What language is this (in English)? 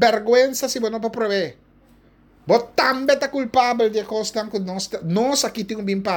Papiamento